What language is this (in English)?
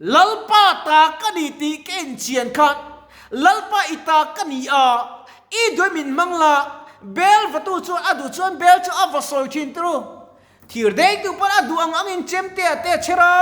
Mizo